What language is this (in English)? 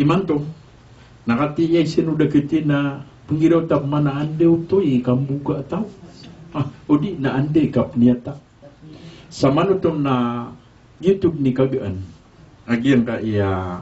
Maranao